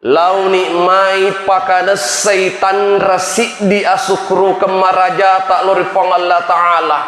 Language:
Buginese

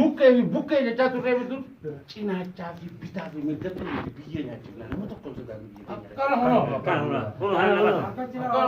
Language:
Oromo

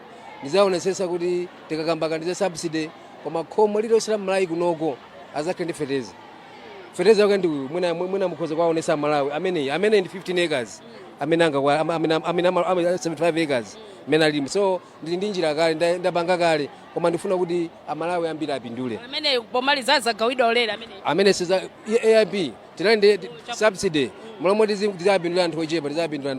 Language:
Nyanja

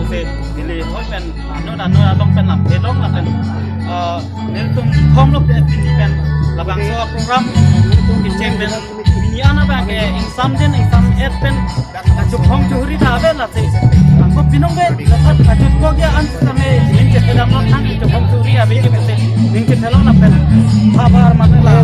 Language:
Karbi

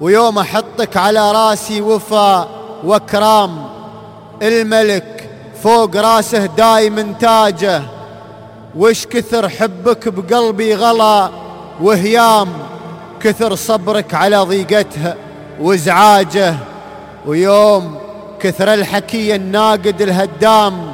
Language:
Najdi Arabic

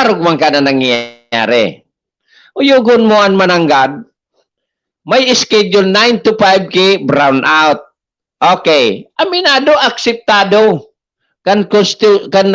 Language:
Bikol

